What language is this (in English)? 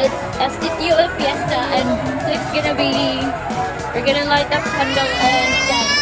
Cebuano